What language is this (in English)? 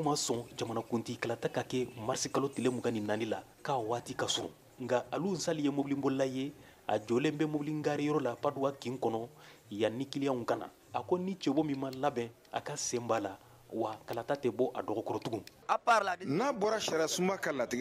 Bambara